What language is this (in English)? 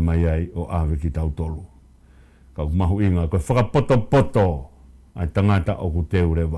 Tongan